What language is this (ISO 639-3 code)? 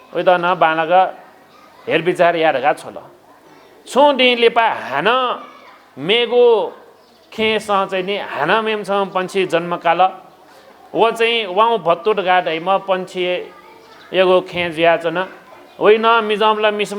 new